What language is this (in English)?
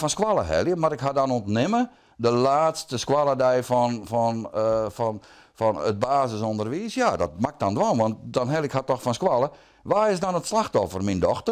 Western Frisian